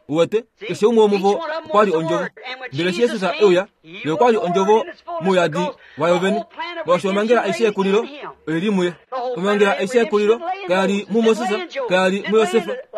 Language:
Kuanyama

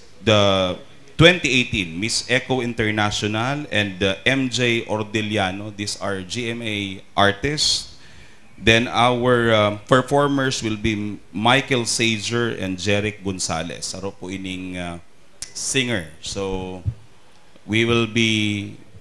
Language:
Bikol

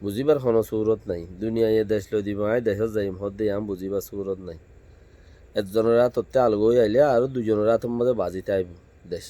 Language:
Rohingya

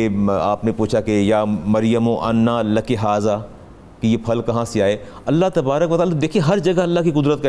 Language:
Urdu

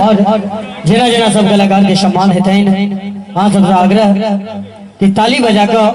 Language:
Maithili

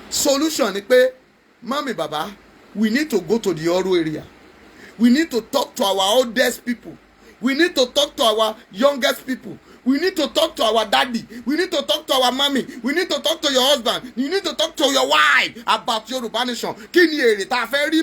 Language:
Yoruba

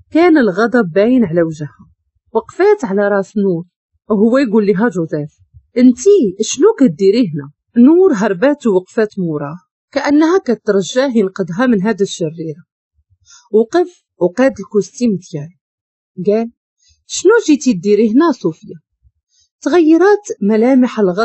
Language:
Moroccan Arabic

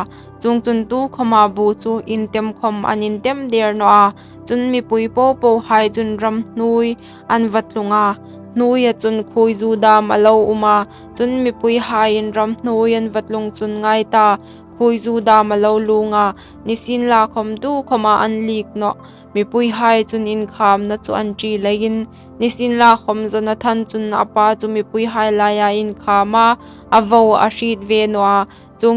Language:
Hmar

